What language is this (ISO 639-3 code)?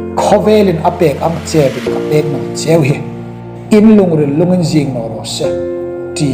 hmr